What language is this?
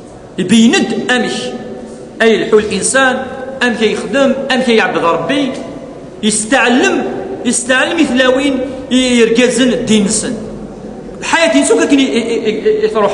Kabyle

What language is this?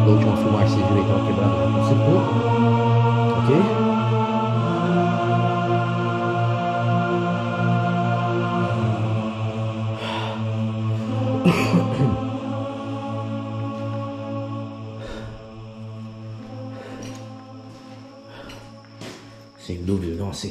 Portuguese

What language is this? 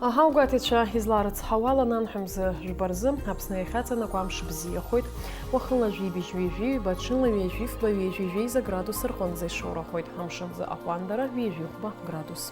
Abkhazian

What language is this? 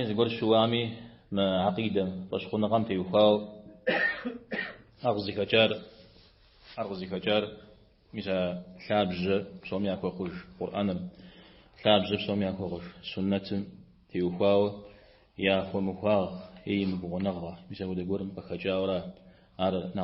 Kabardian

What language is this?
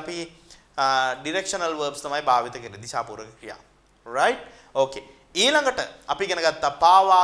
Sinhala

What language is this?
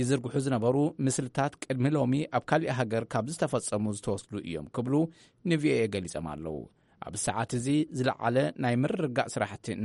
Tigrinya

